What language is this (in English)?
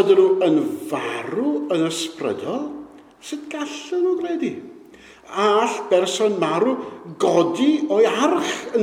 Welsh